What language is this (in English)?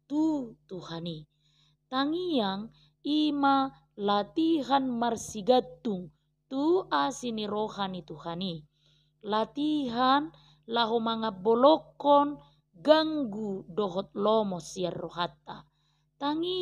Batak Toba